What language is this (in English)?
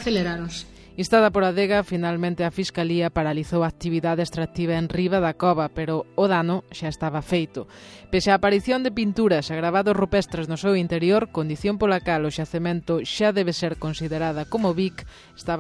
Galician